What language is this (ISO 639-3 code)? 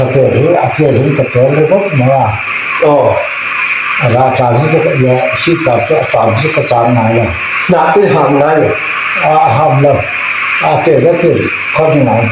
lus